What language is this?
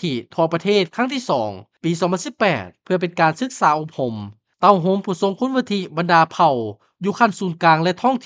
Lao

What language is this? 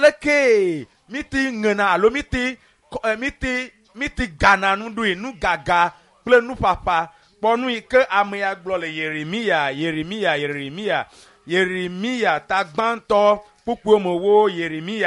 Ewe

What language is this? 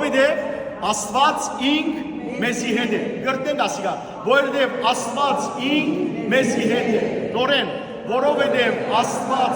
Western Armenian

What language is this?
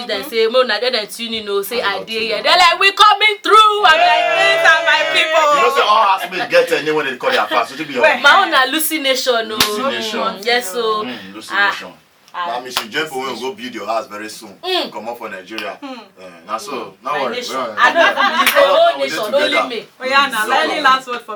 Nigerian Pidgin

